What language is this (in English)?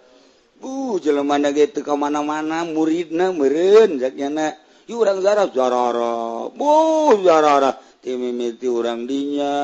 Sundanese